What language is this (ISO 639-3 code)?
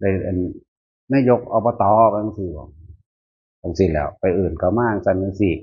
tts